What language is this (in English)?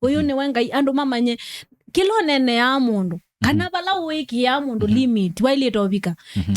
Kamba